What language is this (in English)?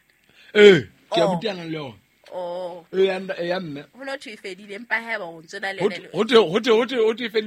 Southern Sotho